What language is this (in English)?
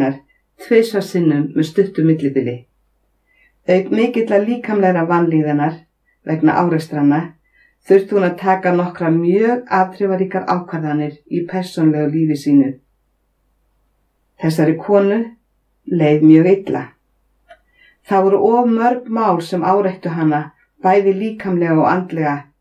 Icelandic